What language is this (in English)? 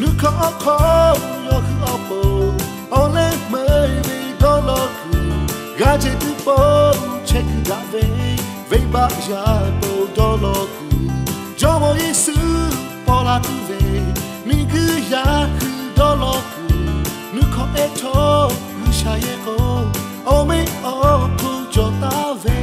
Lahu